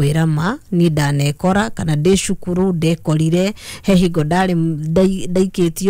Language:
Kikuyu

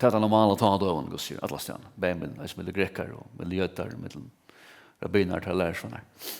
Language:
Faroese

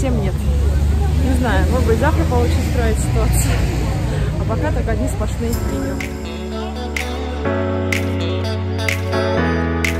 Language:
Russian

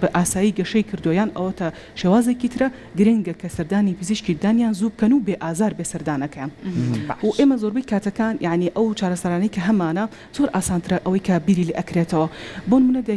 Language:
Central Kurdish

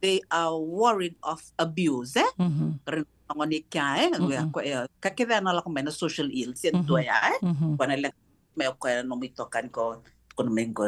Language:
Fijian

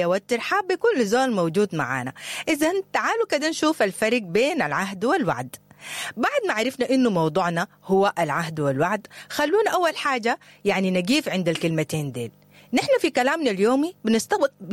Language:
Sudanese Arabic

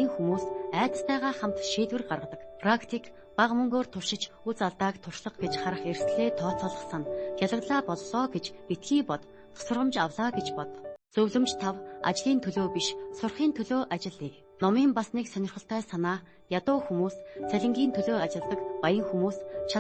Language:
Mongolian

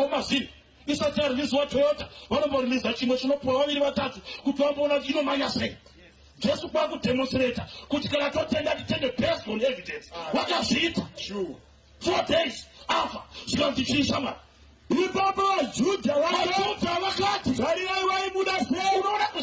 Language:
Shona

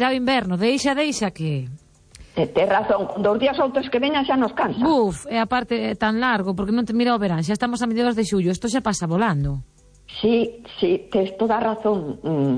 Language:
Galician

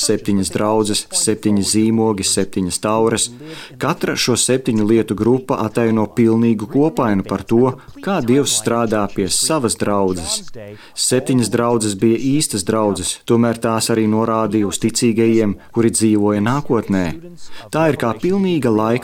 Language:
Latvian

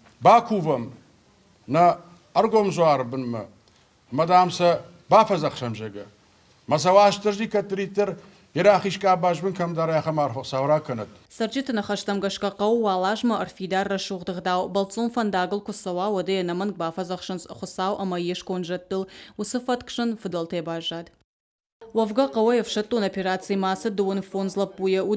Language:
Ossetic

